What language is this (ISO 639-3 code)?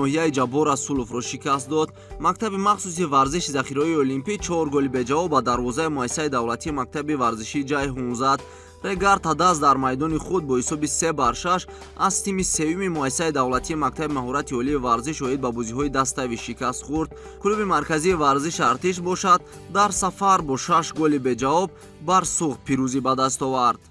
tgk